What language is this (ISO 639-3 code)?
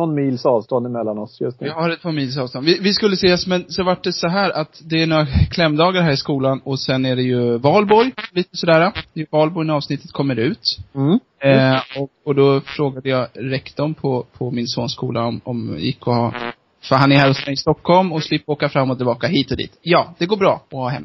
swe